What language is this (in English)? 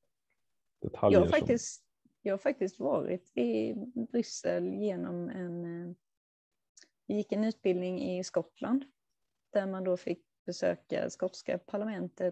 Swedish